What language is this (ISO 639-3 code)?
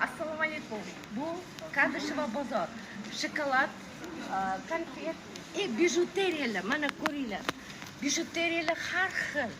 uzb